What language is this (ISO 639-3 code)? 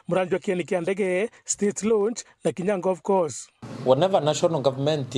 mer